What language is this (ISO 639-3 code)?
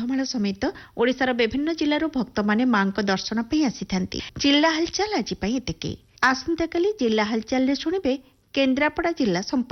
ori